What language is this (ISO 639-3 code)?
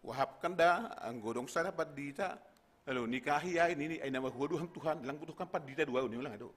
bts